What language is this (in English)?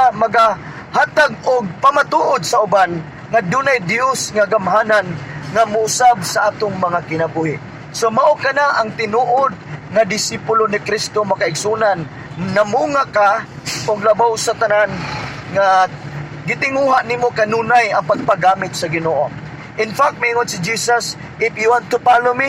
Cebuano